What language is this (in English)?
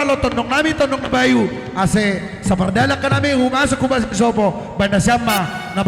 Batak Simalungun